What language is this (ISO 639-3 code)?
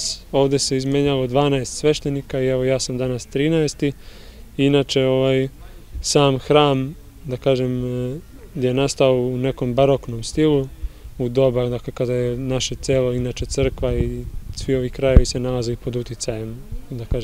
srp